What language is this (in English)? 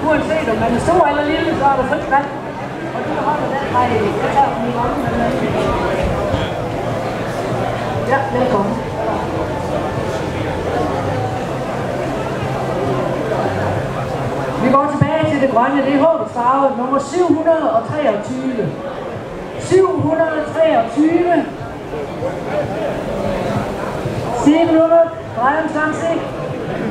Danish